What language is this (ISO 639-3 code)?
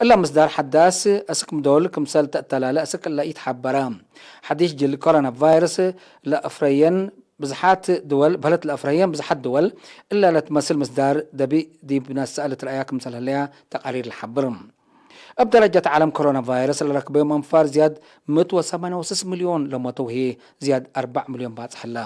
tig